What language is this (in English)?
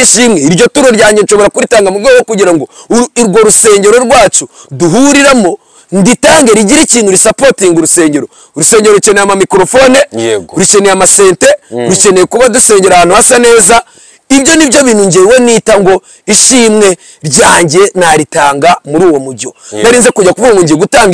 Kinyarwanda